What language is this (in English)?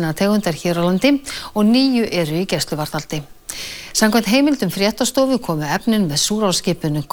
Icelandic